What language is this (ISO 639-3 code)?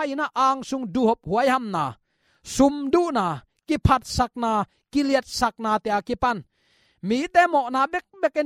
ctd